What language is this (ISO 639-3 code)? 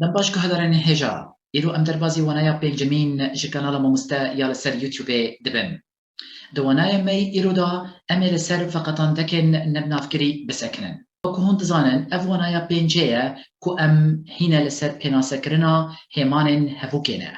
kur